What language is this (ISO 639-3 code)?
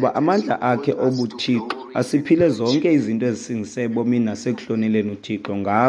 xho